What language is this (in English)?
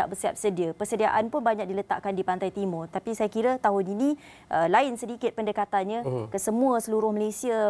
Malay